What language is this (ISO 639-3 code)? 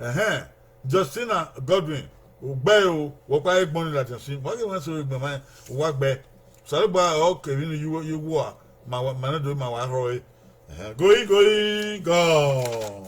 bin